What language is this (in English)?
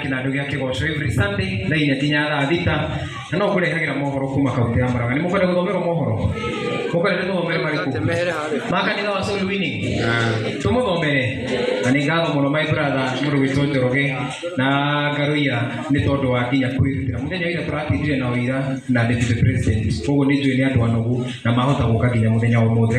Kikuyu